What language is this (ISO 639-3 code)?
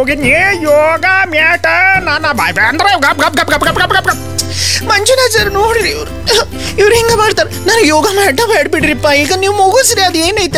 kan